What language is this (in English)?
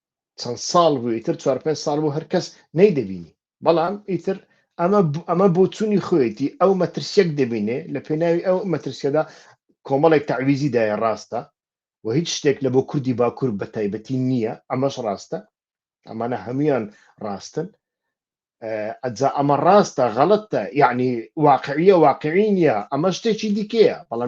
Central Kurdish